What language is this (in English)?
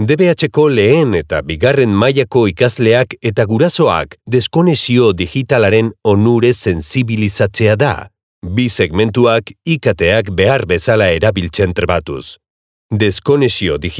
Basque